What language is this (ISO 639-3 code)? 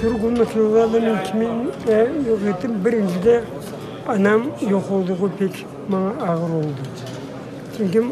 crh